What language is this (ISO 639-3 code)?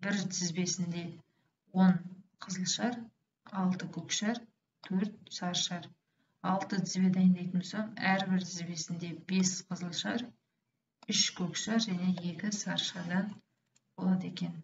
kaz